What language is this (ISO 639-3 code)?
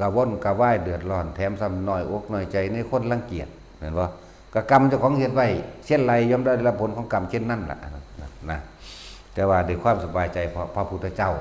lao